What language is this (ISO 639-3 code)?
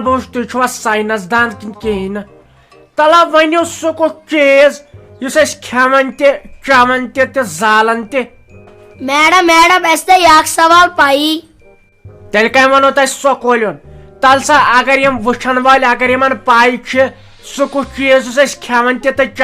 kas